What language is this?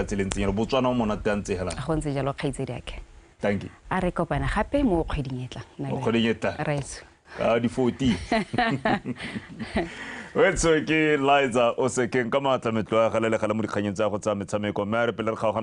Tswana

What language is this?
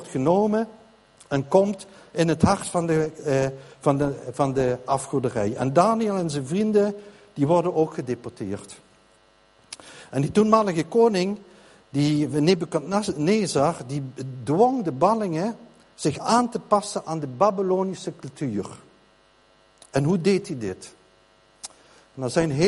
Dutch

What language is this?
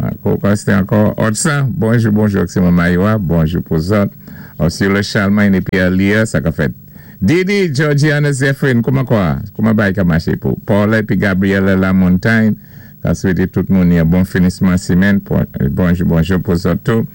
Saint Lucian Creole French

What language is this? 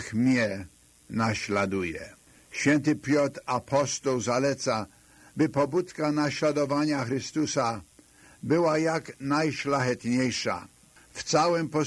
Polish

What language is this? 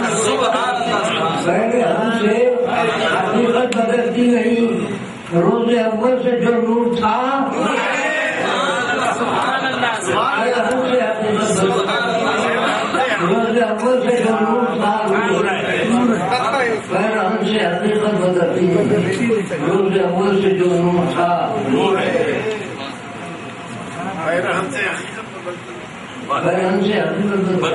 Urdu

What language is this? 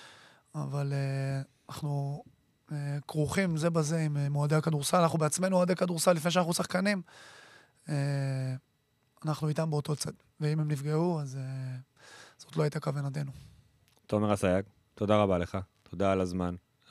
Hebrew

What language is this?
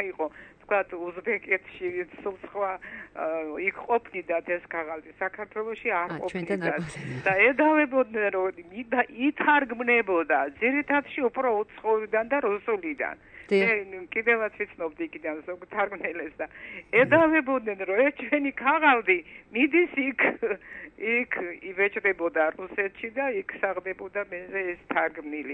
Georgian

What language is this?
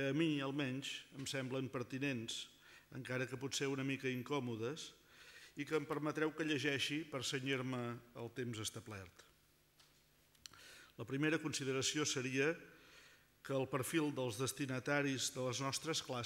Catalan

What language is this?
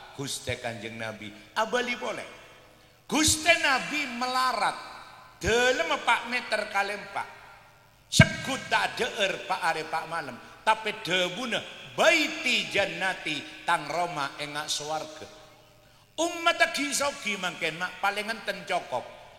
Madurese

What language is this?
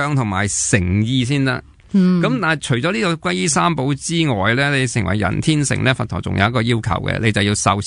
Cantonese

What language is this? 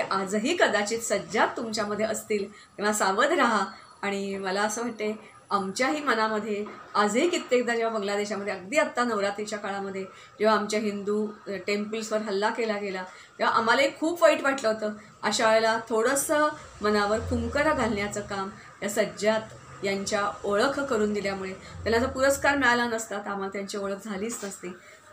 Marathi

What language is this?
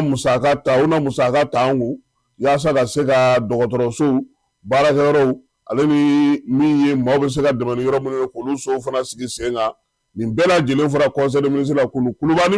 Bambara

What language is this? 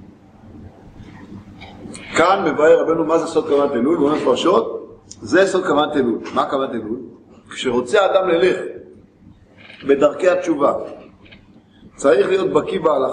Hebrew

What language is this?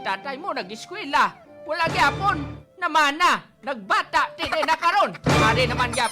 Hiligaynon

